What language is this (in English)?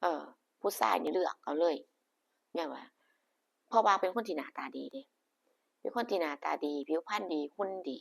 Northeastern Thai